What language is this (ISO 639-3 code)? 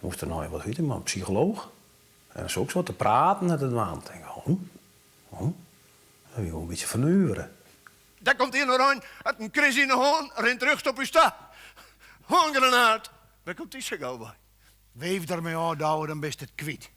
fry